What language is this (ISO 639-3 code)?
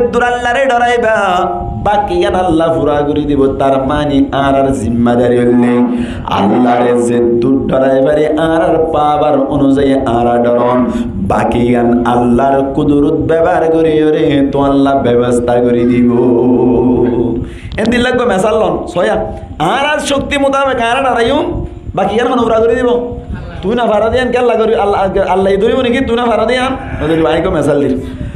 rhg